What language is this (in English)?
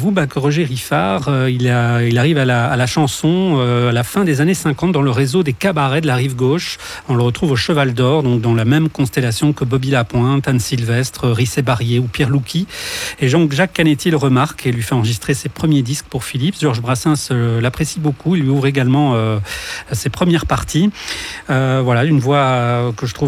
French